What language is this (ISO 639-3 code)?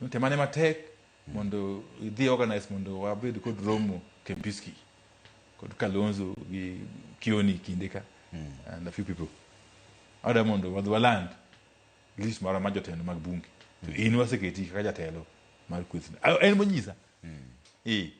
luo